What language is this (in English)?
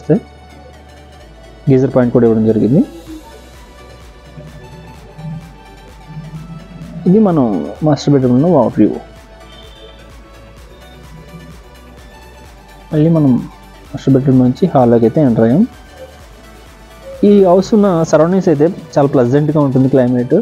Telugu